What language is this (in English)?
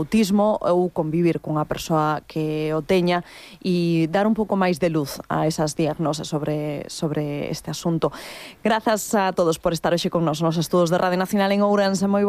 Galician